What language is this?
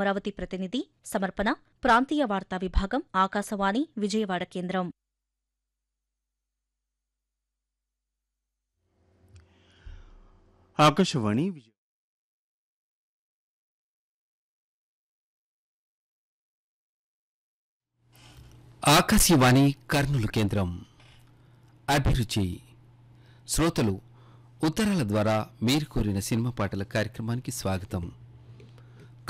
Telugu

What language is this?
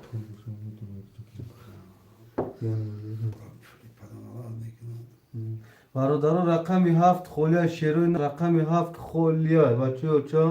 Tajik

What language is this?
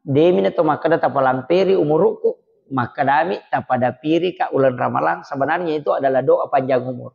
Buginese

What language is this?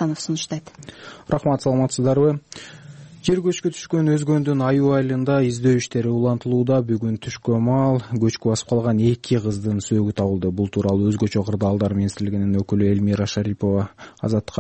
Kyrgyz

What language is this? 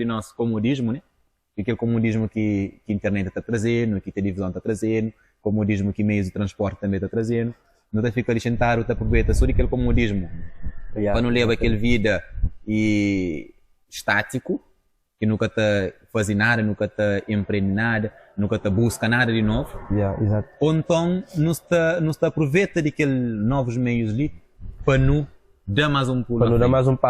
Kabuverdianu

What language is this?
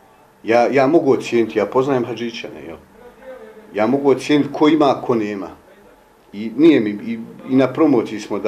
Bosnian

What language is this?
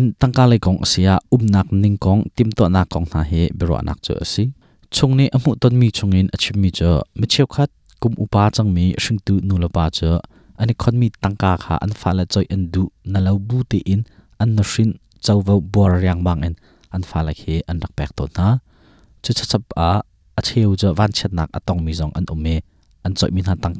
Hakha Chin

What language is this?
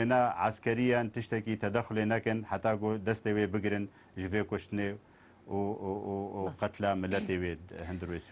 Kurdish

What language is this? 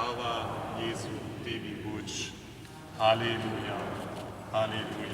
Upper Sorbian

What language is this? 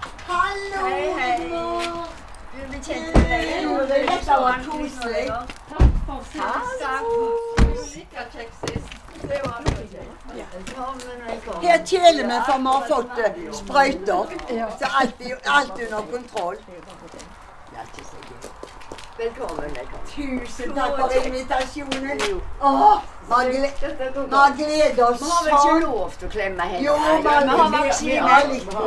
Norwegian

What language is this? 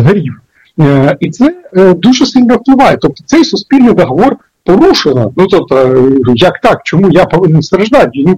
Ukrainian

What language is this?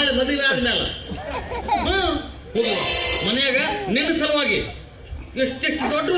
Kannada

